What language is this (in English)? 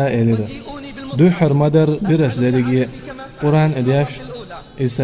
Chechen